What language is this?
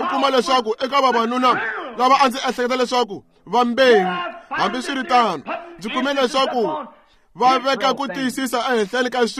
Tsonga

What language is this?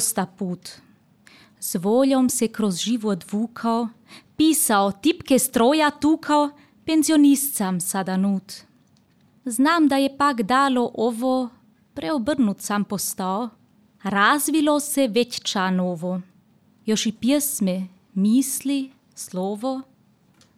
Serbian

